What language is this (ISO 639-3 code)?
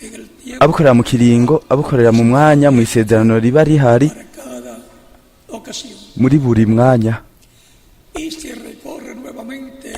run